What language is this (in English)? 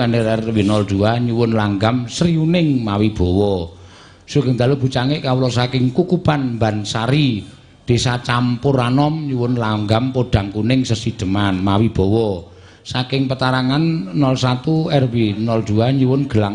Javanese